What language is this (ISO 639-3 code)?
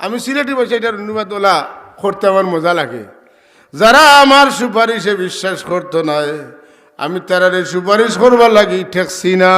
syl